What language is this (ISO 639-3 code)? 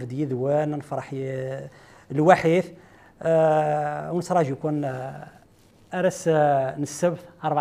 kab